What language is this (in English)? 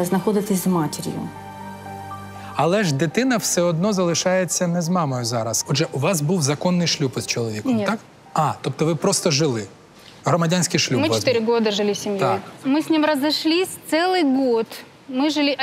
Ukrainian